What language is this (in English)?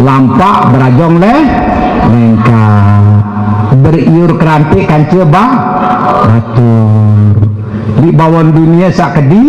Sasak